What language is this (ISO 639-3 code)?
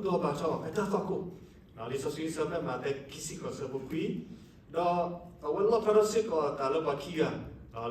ksw